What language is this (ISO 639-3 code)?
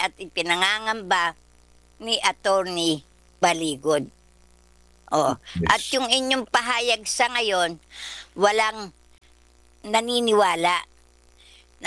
fil